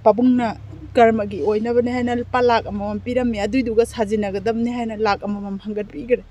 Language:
Manipuri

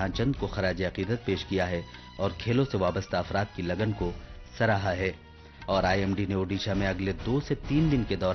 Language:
Urdu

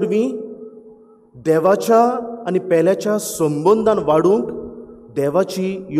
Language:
Konkani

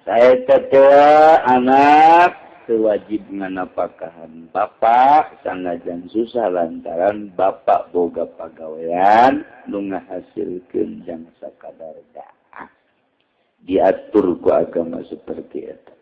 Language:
Sundanese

